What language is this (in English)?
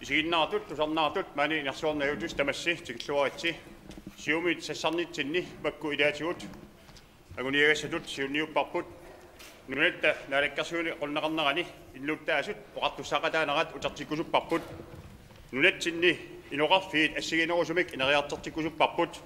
Kalaallisut